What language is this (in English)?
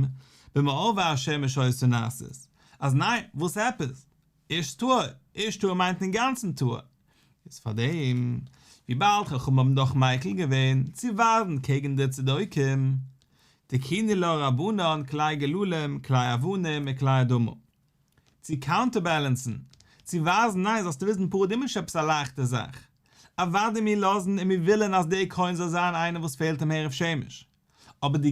Yiddish